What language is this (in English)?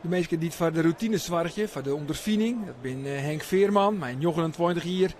Western Frisian